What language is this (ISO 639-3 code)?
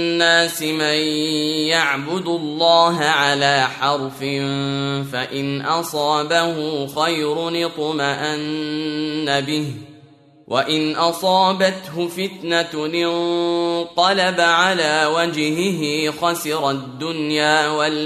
ara